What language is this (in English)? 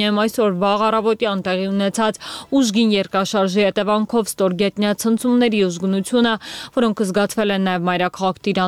Armenian